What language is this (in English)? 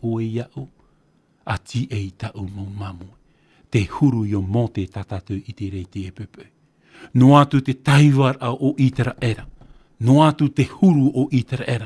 Tahitian